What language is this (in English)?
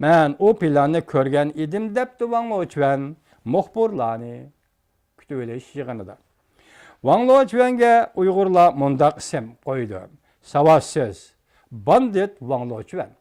Uyghur